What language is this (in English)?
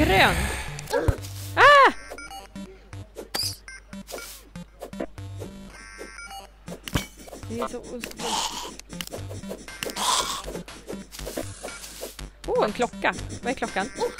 Swedish